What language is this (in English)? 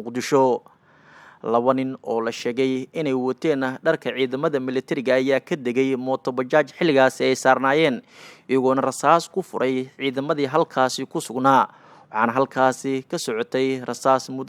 Somali